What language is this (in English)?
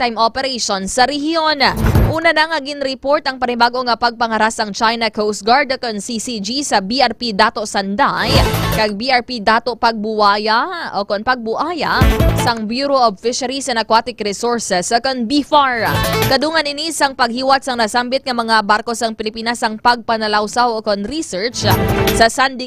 Hiligaynon